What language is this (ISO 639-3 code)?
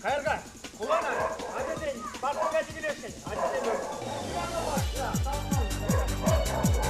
chv